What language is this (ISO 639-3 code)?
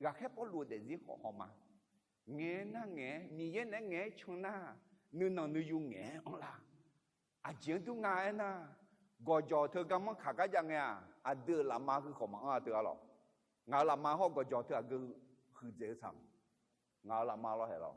ahk